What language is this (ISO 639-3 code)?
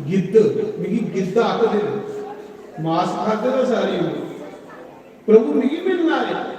doi